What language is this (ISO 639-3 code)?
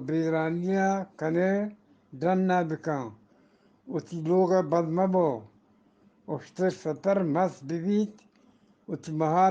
bgp